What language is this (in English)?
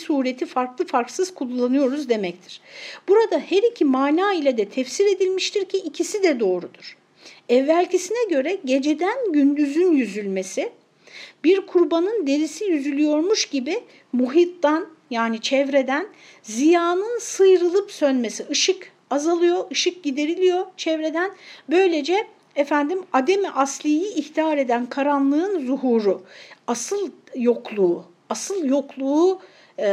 Turkish